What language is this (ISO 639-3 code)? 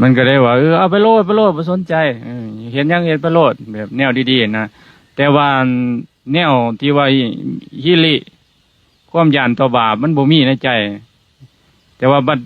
lao